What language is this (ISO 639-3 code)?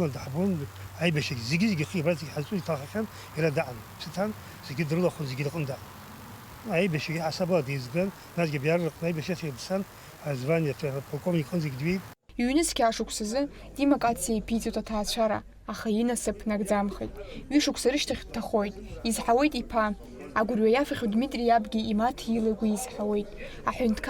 abk